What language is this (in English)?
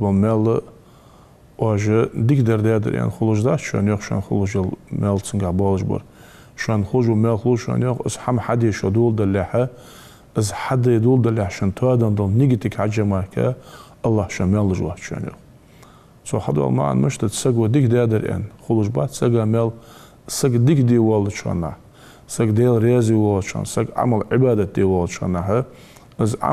Ingush